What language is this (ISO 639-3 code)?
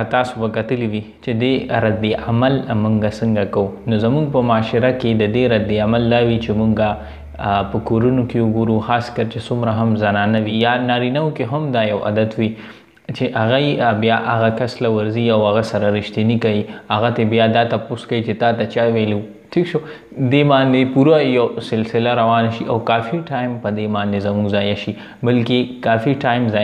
pus